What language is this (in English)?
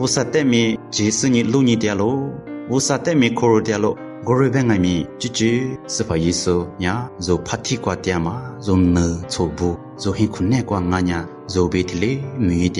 Lisu